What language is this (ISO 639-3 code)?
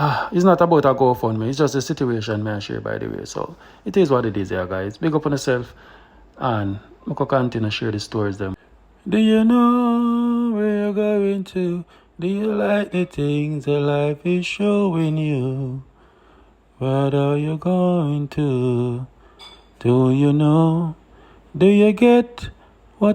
jam